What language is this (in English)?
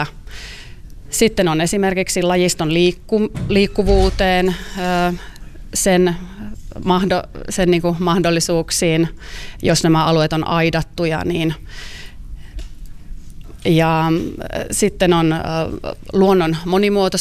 Finnish